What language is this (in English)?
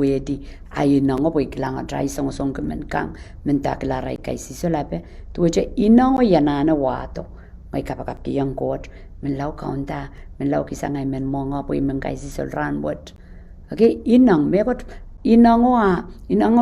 Pohnpeian